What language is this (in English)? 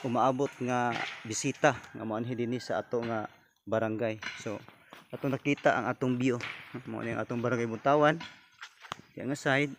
Cebuano